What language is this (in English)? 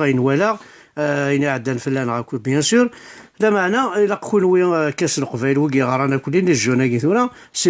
Kabyle